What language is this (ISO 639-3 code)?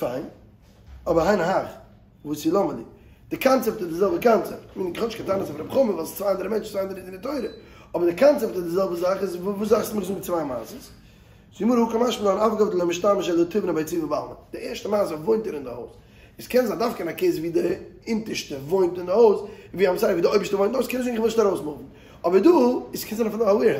yid